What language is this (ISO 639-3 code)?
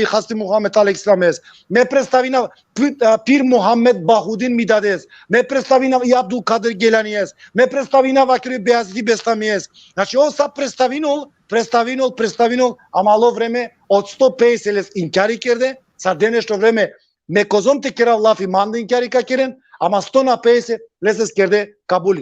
rmn